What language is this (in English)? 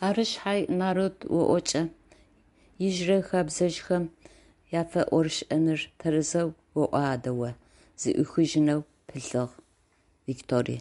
Adyghe